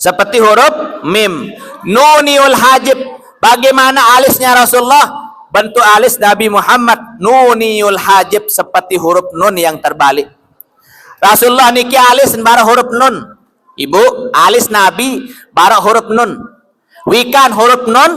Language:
Sasak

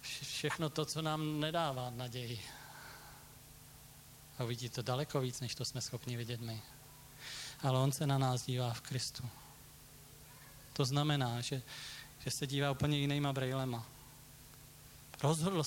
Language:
Czech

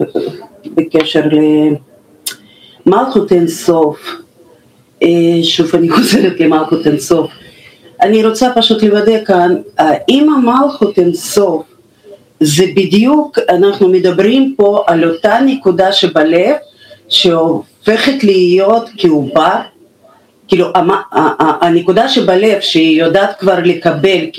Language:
Hebrew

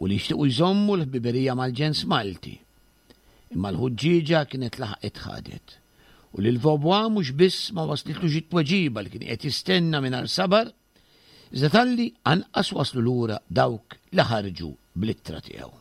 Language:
Maltese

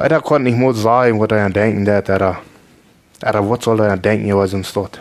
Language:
Plautdietsch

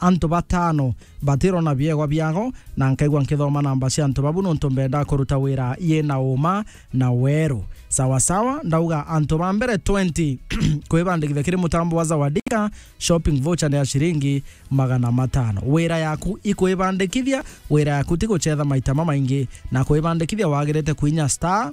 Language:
Meru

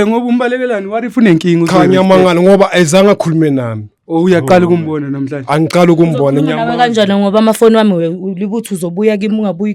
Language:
Zulu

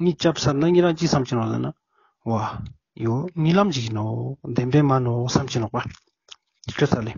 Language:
Ladakhi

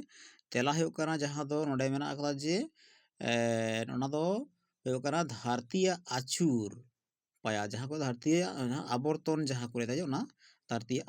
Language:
Santali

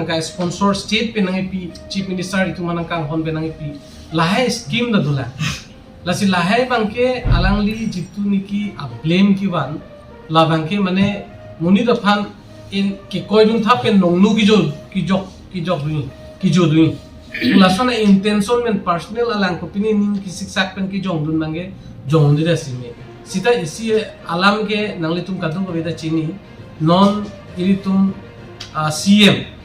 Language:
Karbi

